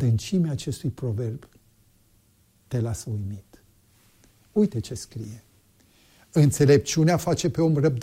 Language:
Romanian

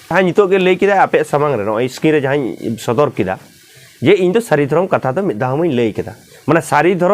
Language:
Santali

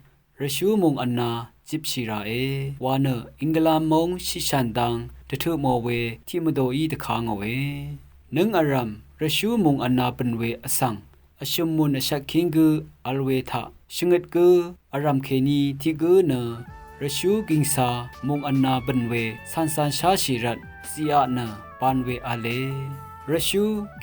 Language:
Rawang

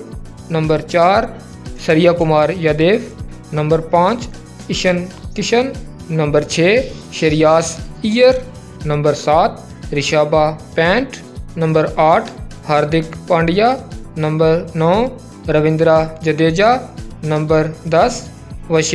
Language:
Hindi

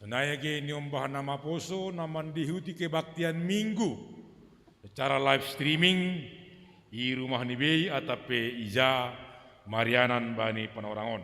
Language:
Batak Simalungun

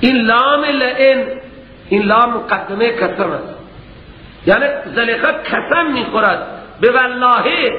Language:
Persian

